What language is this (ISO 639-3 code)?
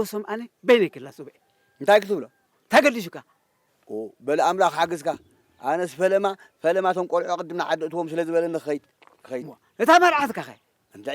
tir